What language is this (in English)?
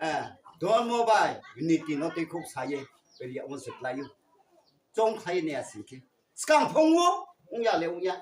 Riang (India)